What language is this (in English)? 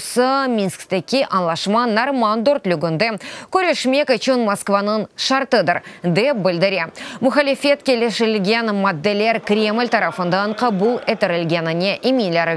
Crimean Tatar